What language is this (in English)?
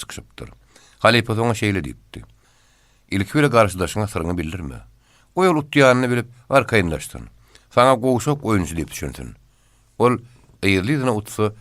Turkmen